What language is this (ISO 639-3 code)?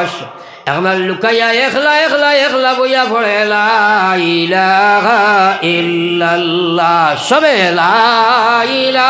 syl